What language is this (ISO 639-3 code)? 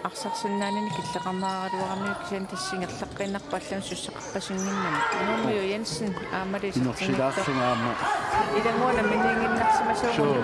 kal